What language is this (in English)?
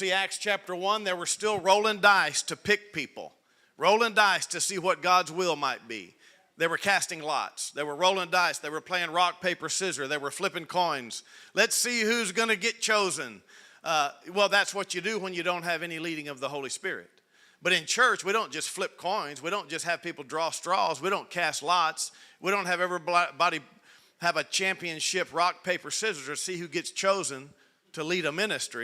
English